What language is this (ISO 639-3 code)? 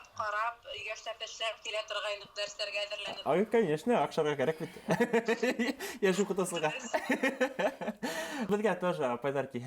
bak